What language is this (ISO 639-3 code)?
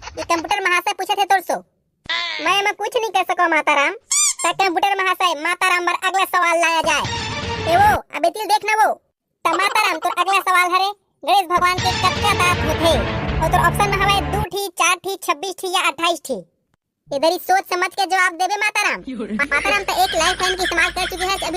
hne